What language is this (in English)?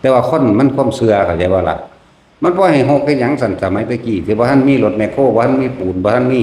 Lao